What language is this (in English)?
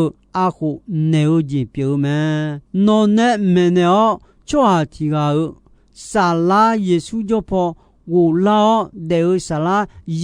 Akha